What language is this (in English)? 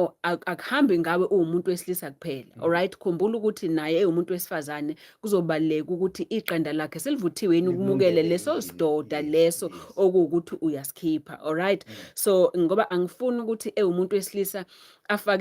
Zulu